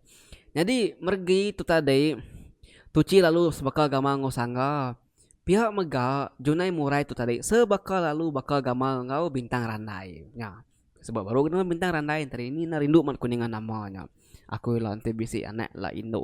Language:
Iban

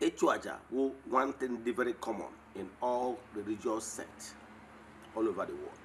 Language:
Igbo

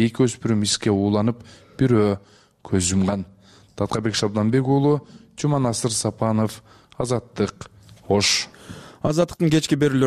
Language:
Kyrgyz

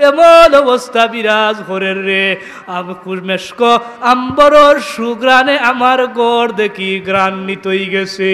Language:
Sylheti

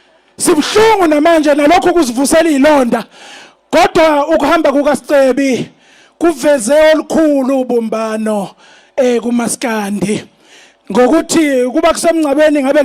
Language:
Zulu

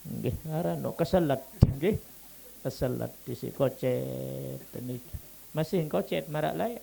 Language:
Sasak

